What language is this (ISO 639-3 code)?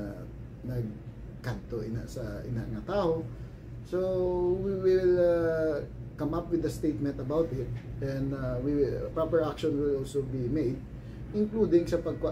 hil